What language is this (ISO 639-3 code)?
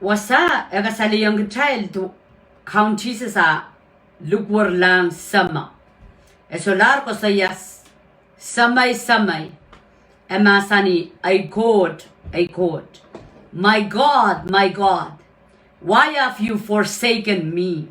pon